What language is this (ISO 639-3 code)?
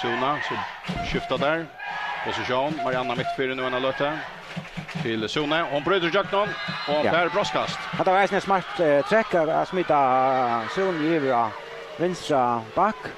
fao